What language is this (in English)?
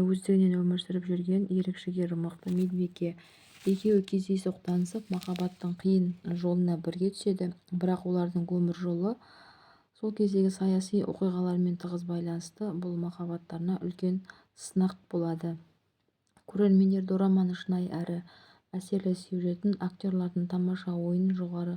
Kazakh